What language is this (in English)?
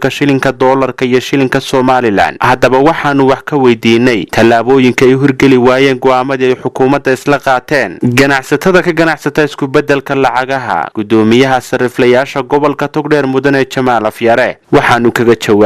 Somali